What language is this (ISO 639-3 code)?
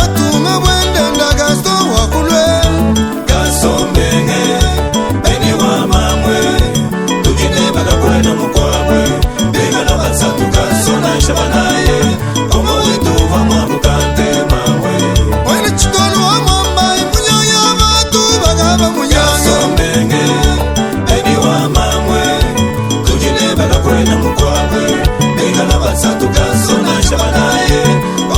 lua